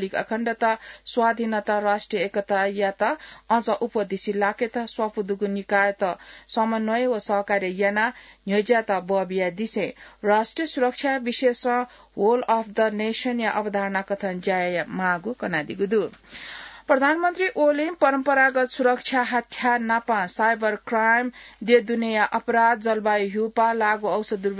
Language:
Newari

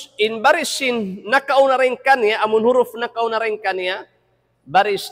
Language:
Tausug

